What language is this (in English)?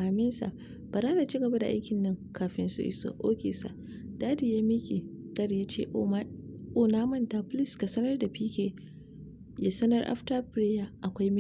Hausa